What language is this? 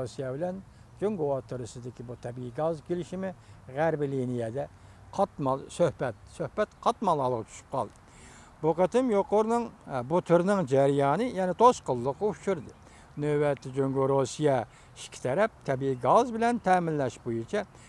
Uyghur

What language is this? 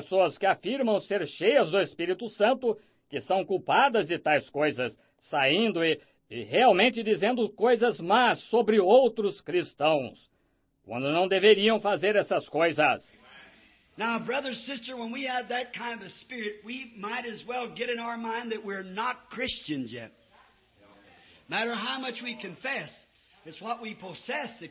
Portuguese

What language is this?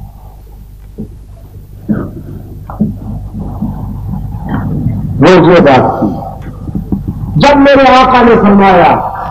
Urdu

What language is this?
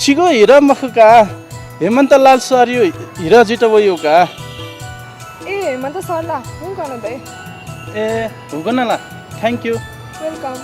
Newari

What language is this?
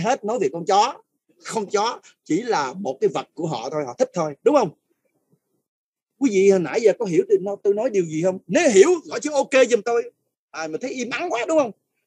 Vietnamese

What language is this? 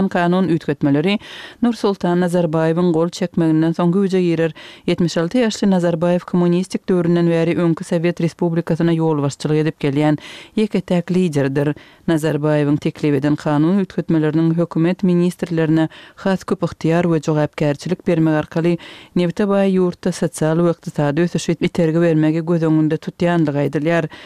Turkmen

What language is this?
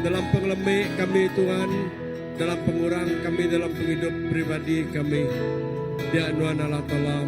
Iban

